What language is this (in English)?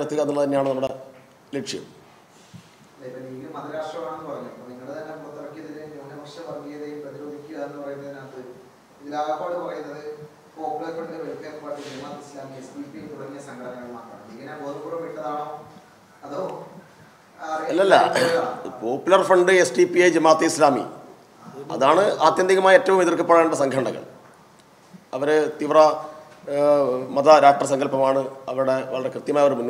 Malayalam